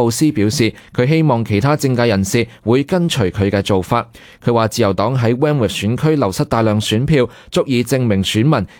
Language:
Cantonese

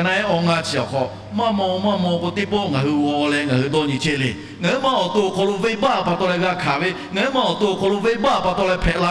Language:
Lahu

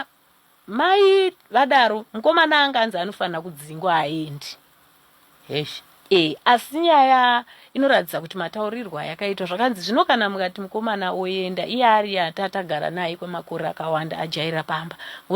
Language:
Shona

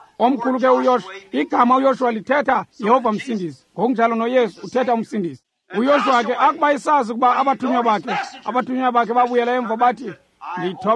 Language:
Xhosa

